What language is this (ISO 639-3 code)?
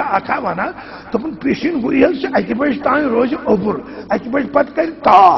kas